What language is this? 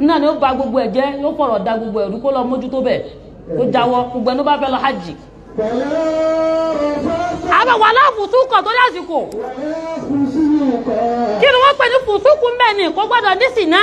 Yoruba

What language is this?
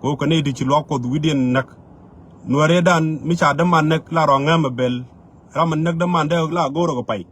Nuer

